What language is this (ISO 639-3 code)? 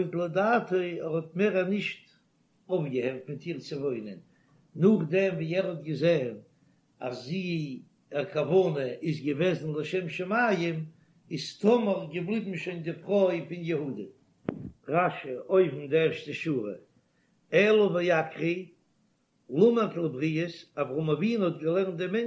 yid